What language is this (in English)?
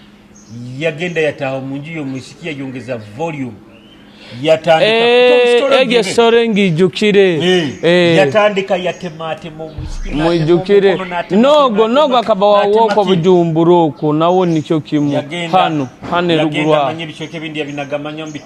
Nyoro